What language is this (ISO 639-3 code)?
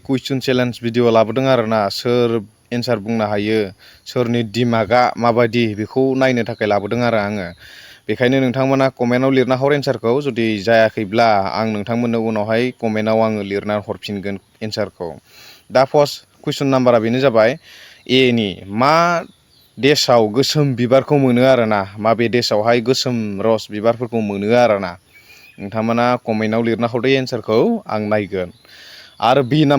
brx